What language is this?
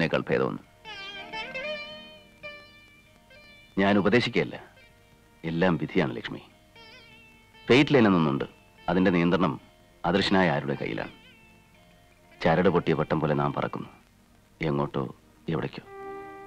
Malayalam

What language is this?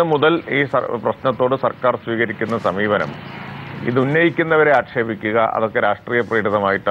Malayalam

